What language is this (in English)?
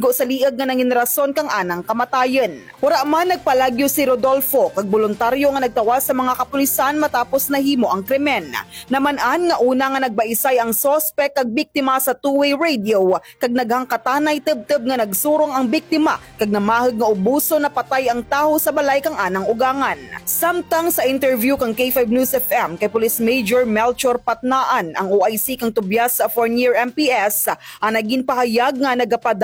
Hiligaynon